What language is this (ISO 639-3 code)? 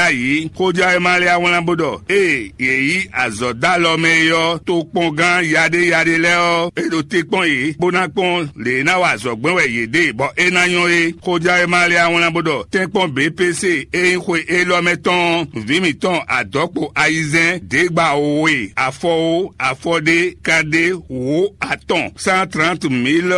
fon